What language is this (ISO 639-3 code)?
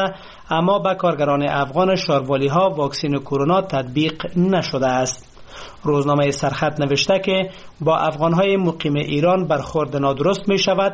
fas